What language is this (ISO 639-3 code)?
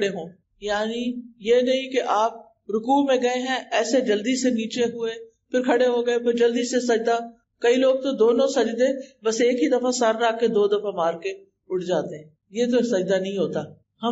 urd